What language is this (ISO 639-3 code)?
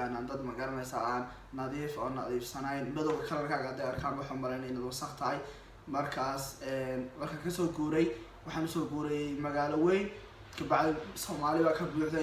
som